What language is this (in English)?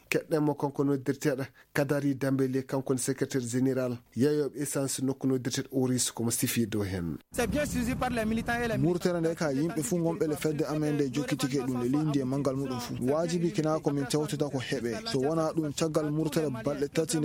Fula